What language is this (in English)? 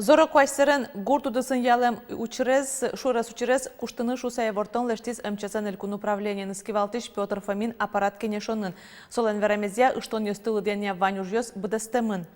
Udmurt